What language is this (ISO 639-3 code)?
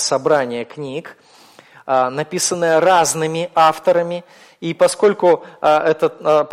rus